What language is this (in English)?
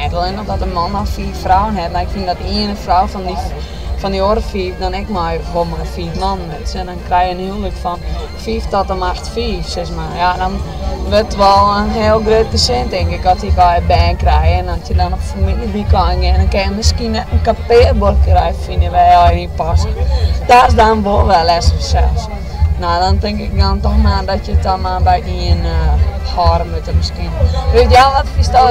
Western Frisian